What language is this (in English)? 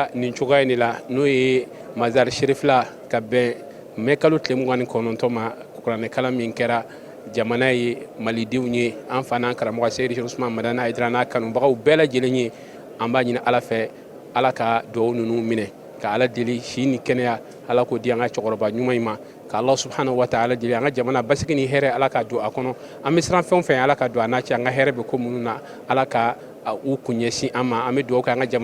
Bambara